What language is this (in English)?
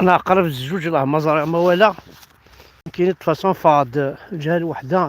Kabyle